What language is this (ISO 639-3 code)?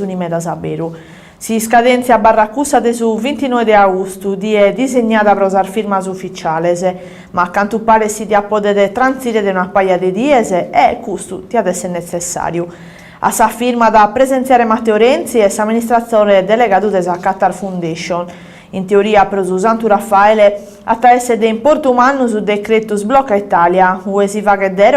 srd